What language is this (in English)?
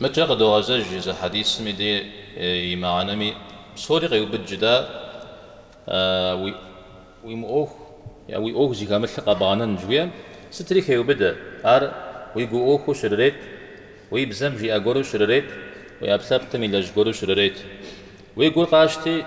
Kabardian